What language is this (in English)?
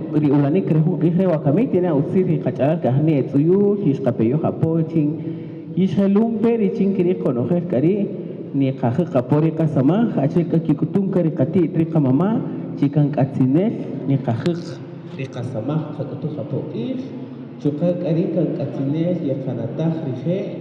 Kaqchikel